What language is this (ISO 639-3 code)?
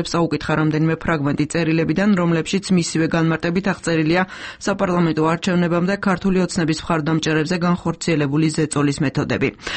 kat